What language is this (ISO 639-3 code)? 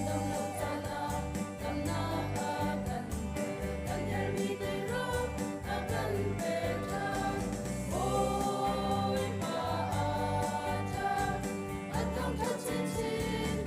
cnh